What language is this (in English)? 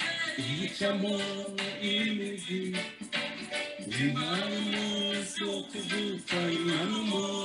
Kinyarwanda